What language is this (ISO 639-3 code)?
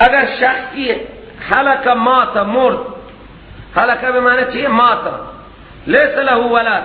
fas